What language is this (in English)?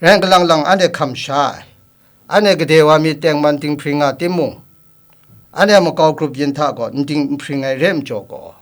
Kachin